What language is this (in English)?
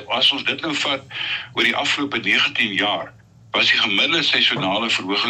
Afrikaans